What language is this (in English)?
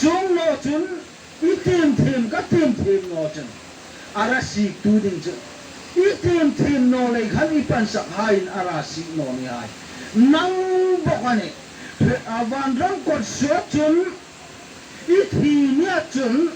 Hmar